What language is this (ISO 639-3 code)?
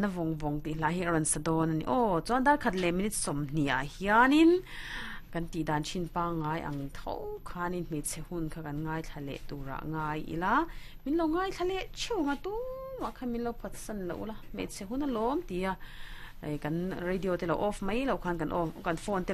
lus